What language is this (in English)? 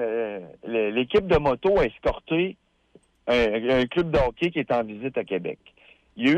French